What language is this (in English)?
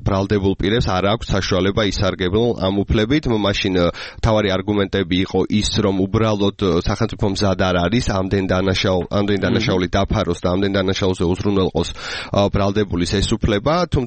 Georgian